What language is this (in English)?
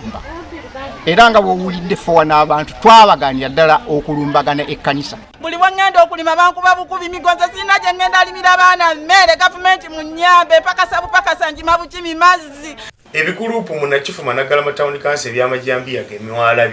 Ganda